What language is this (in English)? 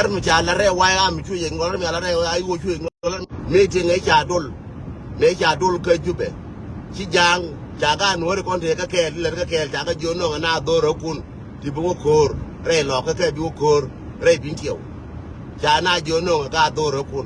Nuer